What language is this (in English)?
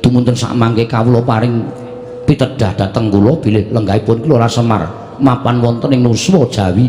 Javanese